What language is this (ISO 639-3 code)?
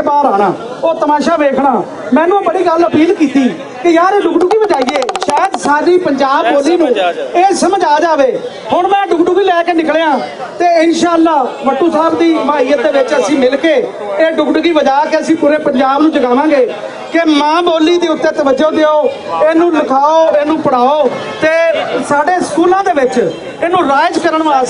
lah